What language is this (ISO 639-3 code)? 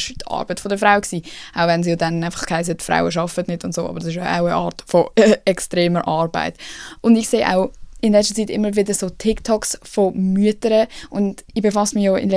gsw